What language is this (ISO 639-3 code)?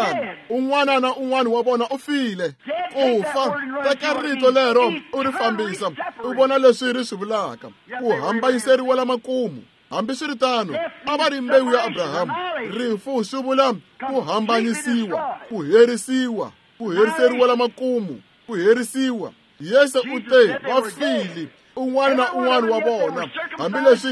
tso